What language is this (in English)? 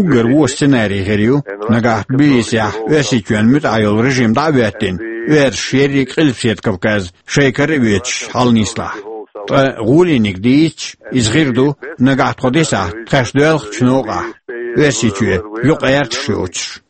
Chechen